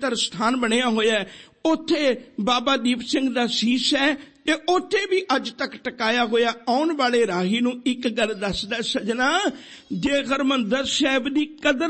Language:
Punjabi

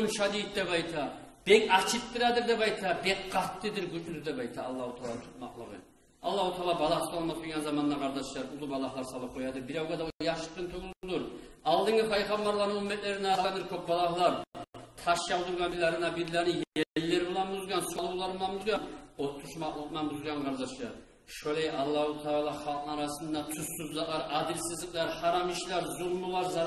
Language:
Kumyk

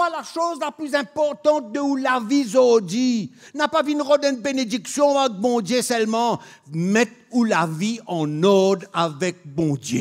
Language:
Morisyen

